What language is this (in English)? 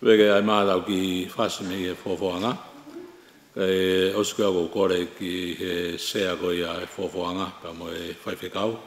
Tongan